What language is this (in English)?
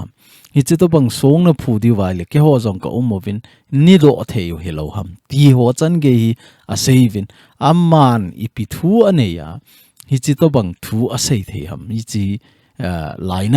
Thado Chin